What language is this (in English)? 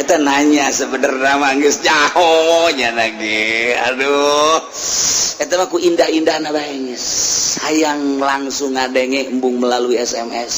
Sundanese